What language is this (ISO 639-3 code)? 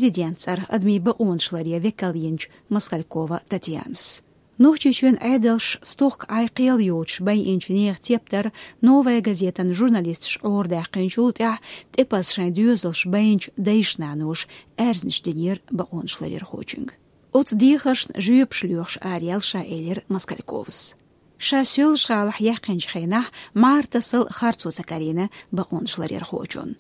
che